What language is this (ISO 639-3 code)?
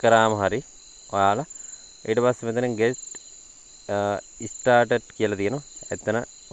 sin